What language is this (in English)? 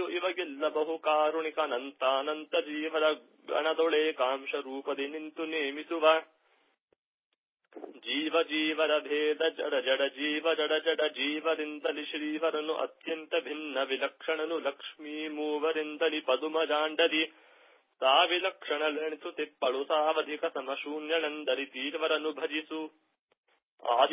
Kannada